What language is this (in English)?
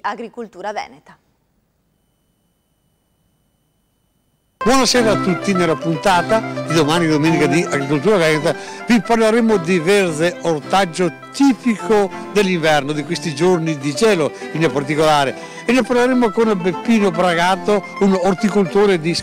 Italian